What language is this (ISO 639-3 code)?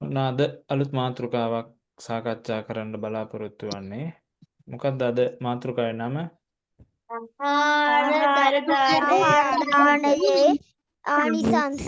sin